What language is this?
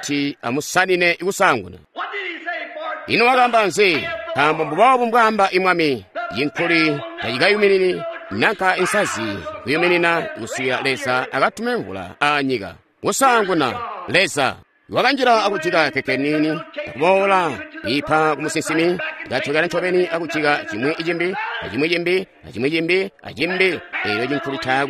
Tonga (Zambia)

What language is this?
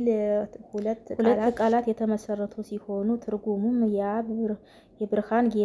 Amharic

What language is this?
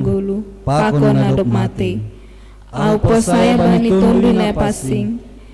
Batak Simalungun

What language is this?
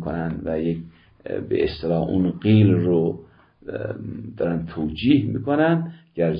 Persian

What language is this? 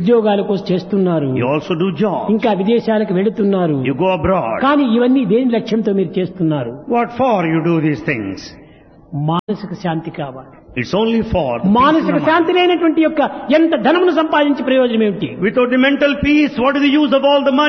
Telugu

